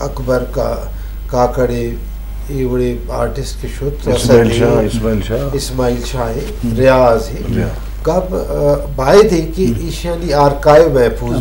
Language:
Eastern Balochi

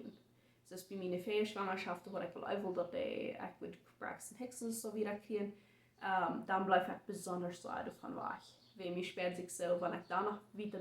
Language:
Plautdietsch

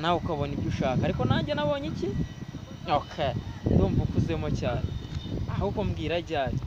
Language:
Kinyarwanda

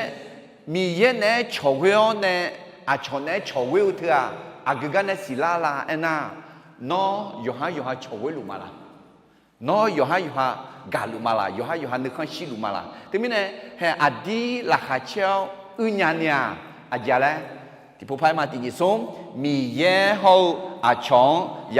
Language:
Akha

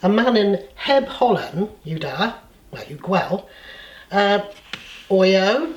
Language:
Cornish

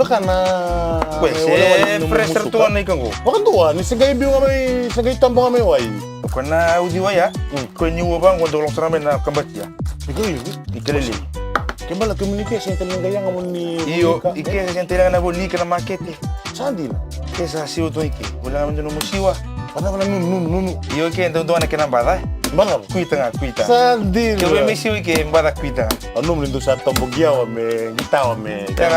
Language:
Fijian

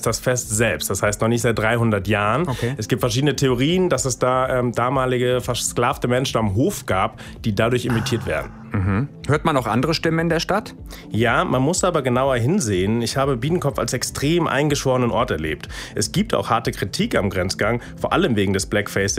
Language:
German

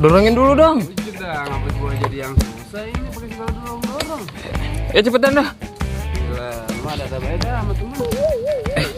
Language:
Betawi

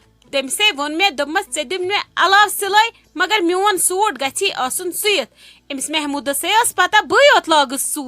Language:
Kashmiri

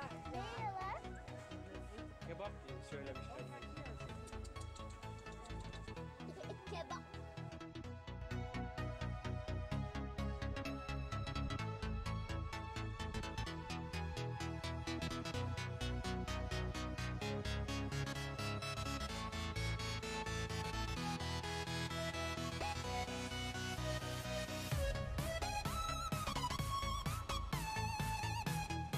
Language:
Turkish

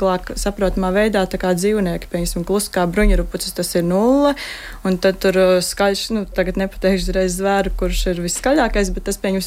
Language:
Latvian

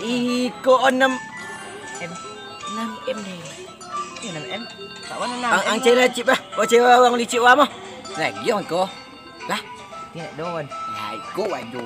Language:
Minangkabau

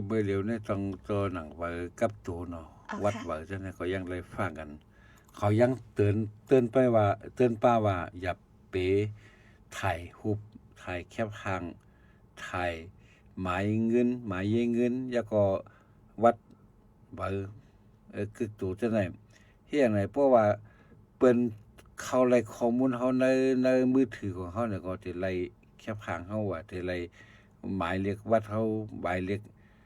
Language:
Shan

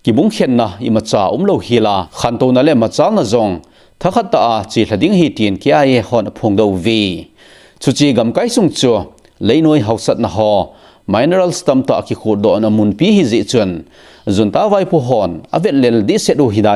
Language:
Thado Chin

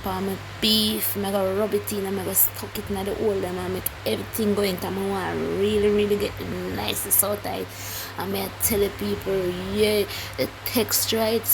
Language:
Jamaican Creole English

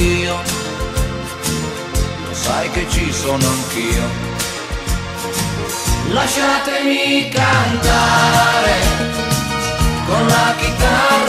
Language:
Italian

